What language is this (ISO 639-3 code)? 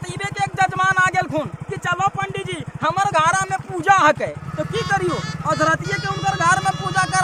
mag